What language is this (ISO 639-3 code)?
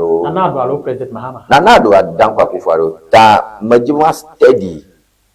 ewe